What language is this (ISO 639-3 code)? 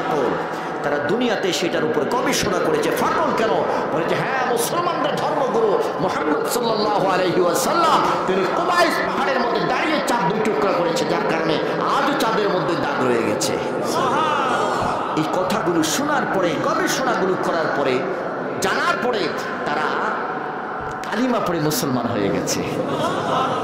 ben